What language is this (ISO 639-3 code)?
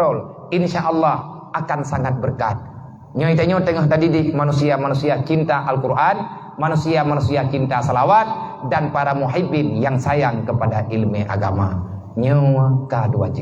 ace